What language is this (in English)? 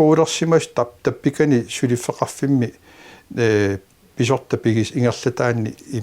Kalaallisut